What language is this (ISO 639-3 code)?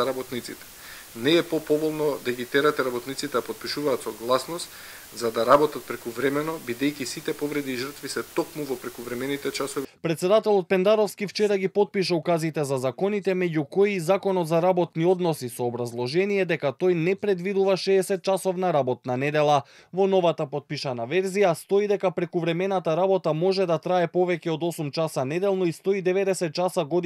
mkd